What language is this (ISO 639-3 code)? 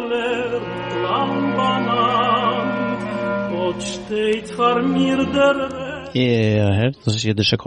yid